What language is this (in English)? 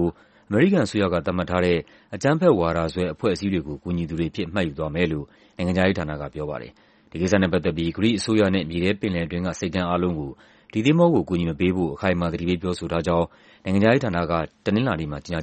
Burmese